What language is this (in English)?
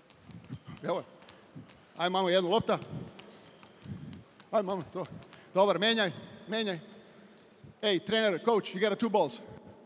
Serbian